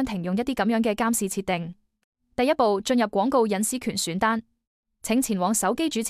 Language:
Cantonese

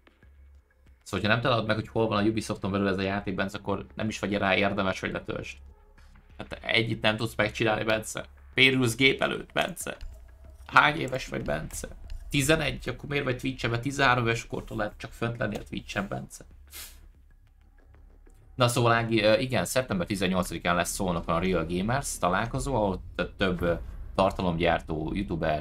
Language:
Hungarian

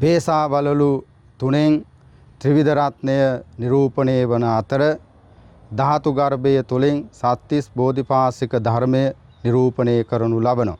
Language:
Sinhala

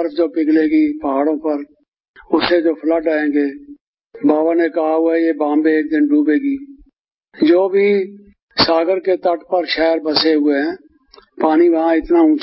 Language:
Hindi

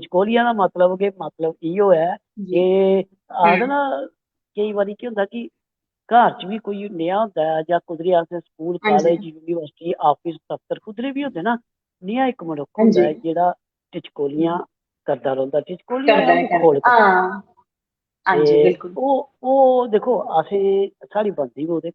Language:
Dogri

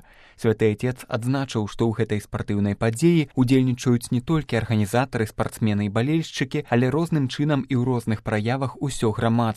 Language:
Belarusian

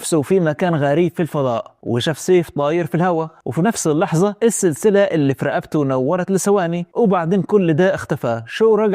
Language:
Egyptian Arabic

